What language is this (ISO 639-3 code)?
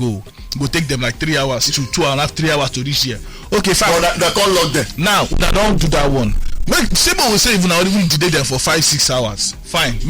pcm